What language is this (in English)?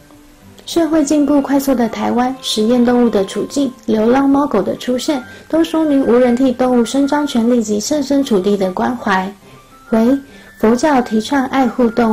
Chinese